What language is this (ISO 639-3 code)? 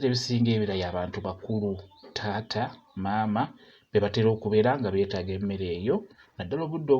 lug